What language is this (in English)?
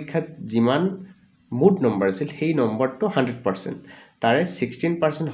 Assamese